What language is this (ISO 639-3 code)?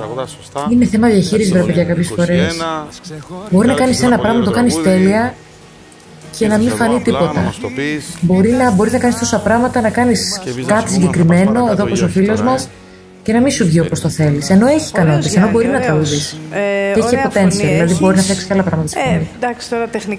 ell